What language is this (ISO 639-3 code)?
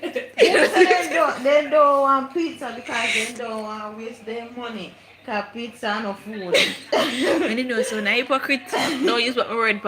jam